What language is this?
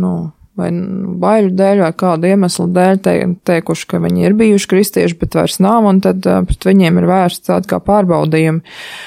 Latvian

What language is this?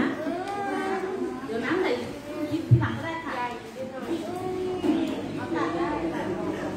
Thai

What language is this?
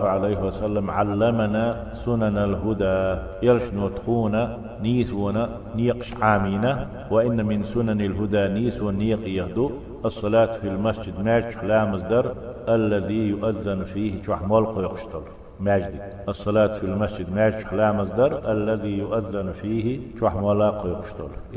Chechen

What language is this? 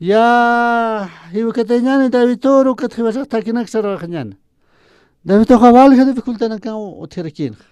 Aymara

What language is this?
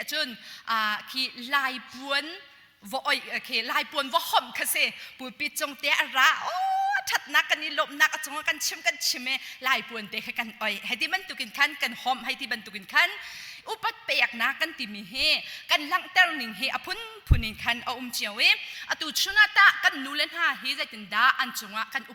Hakha Chin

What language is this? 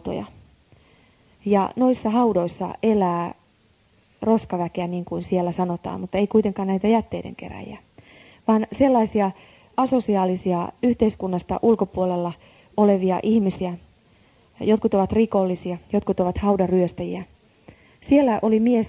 Finnish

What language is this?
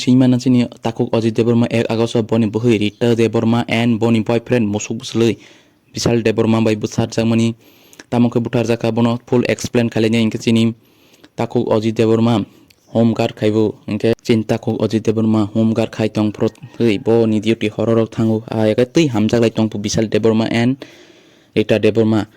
Kok Borok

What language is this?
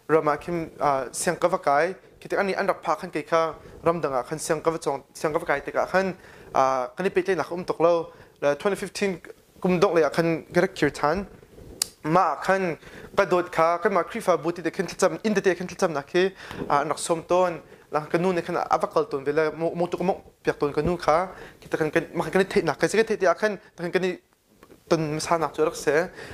Hakha Chin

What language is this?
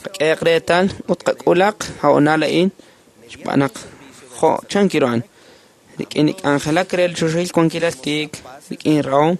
Kekchí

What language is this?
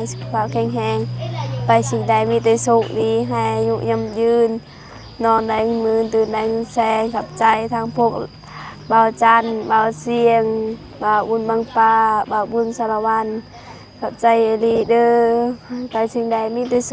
Lao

